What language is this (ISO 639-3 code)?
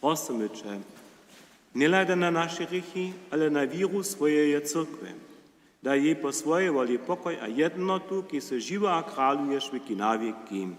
hsb